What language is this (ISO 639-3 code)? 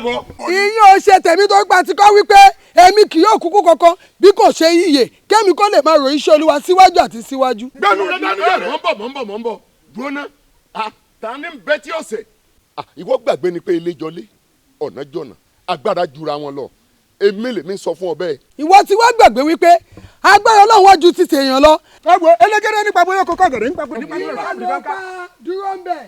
yor